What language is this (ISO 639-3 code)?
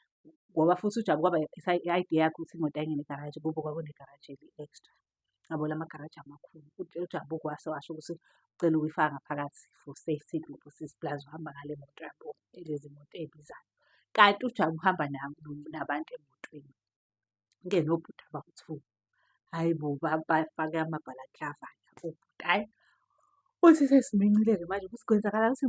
zul